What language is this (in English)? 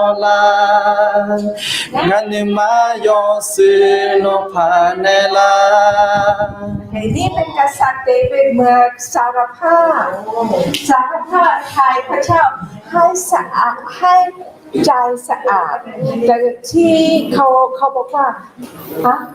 Akha